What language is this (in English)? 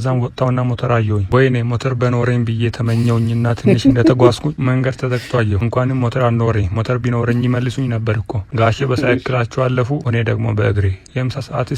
Amharic